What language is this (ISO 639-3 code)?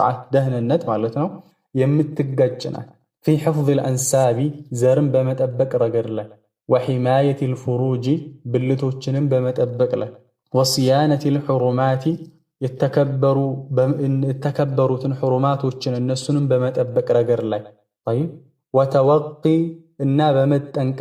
amh